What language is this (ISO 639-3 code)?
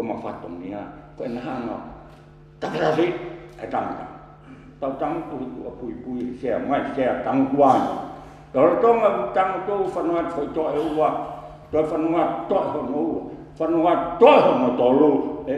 ton